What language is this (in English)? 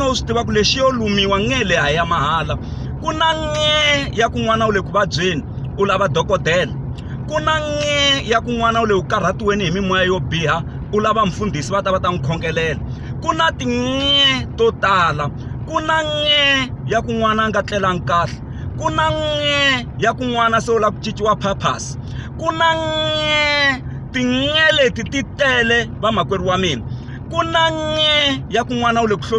Tsonga